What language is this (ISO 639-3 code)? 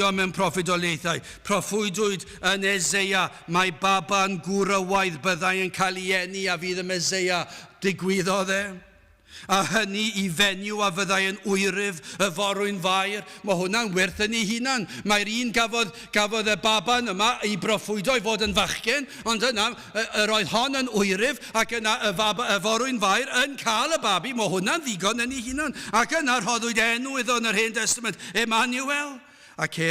cym